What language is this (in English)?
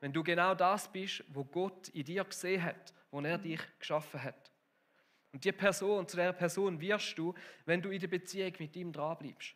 Swiss German